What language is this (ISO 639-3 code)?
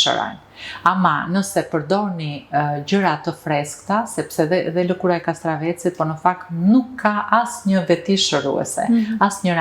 sqi